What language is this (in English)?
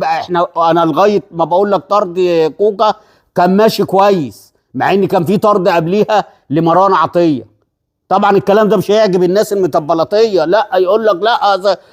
Egyptian Arabic